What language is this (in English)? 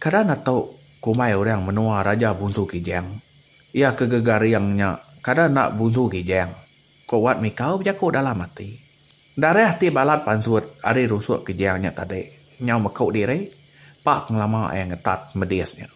Iban